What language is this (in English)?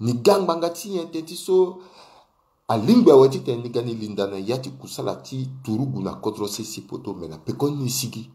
Sango